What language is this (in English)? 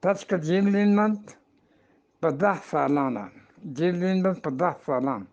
Eastern Balochi